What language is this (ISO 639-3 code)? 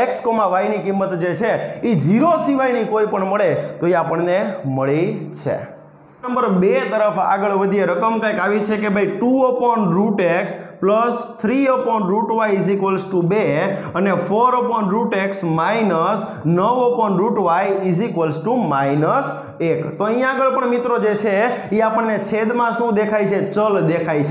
guj